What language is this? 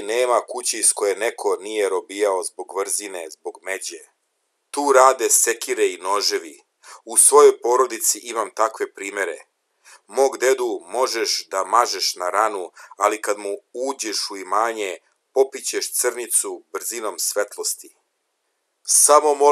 Serbian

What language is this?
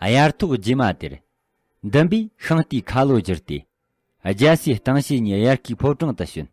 Tibetan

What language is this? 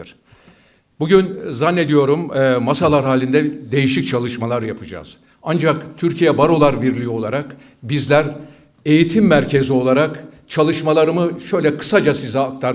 Turkish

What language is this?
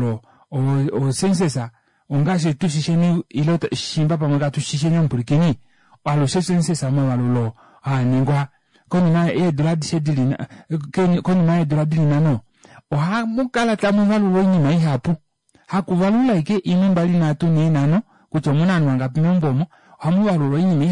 Kuanyama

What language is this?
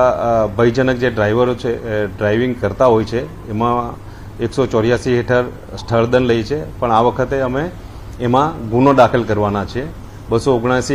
Gujarati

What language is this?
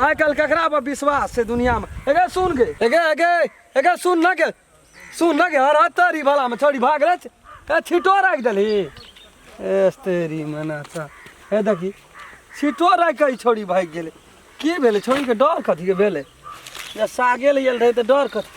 Maithili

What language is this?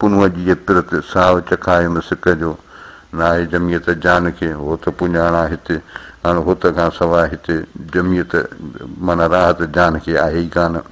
Sindhi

